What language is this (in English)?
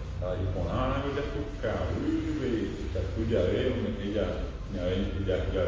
Guarani